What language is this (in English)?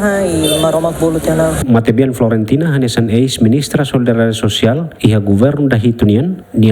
Tetum